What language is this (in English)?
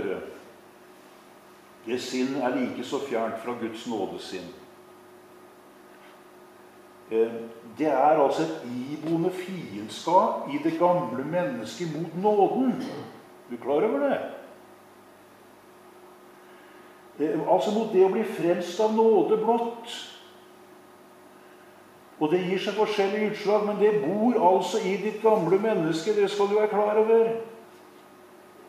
Norwegian